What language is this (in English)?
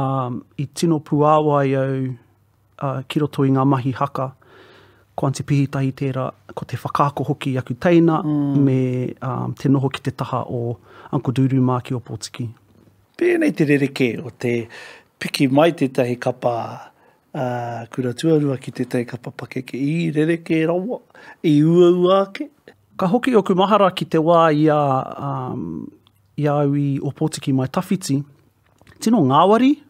Māori